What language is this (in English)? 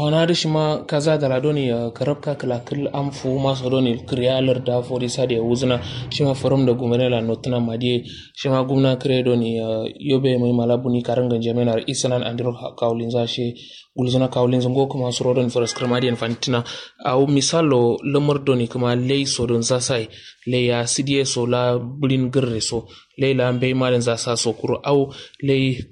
Kanuri